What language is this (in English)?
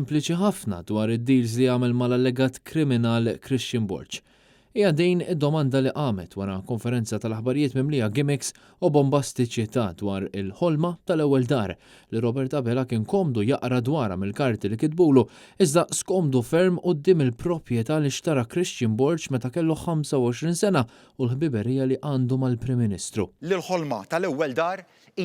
Maltese